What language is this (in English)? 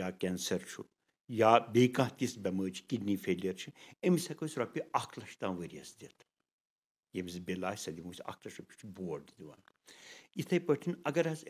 Kashmiri